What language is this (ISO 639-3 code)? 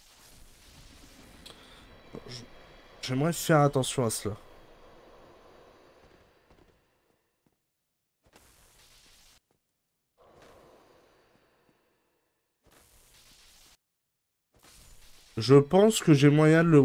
fra